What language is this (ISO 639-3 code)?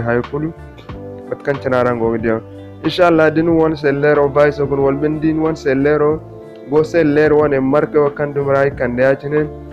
dje